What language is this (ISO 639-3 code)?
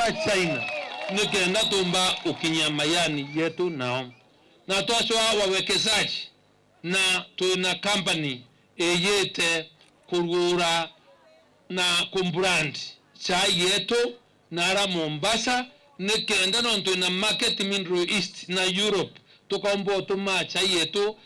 mer